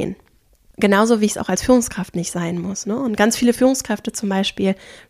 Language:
German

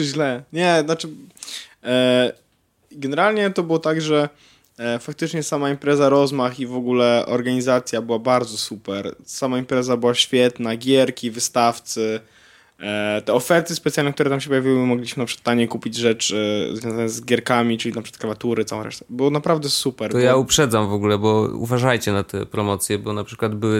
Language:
Polish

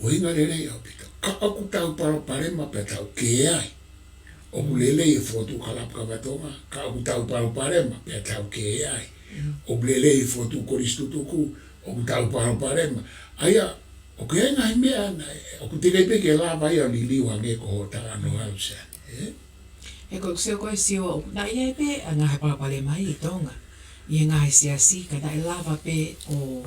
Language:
Tongan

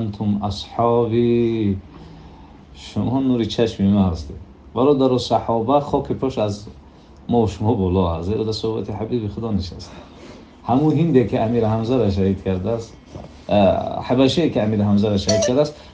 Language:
Tajik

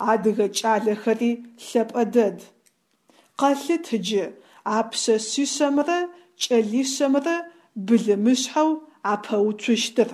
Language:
Adyghe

